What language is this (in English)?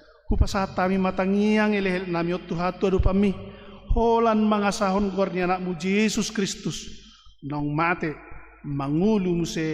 Batak Toba